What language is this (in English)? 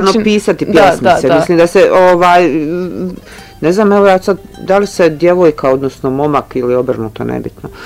Bosnian